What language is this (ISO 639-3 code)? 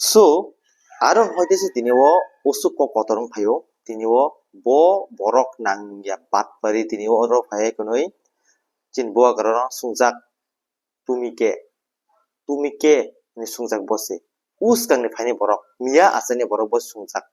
trp